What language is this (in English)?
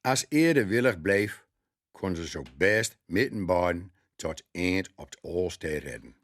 Gronings